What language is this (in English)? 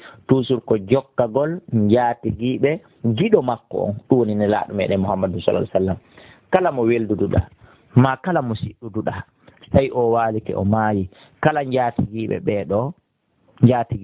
Fula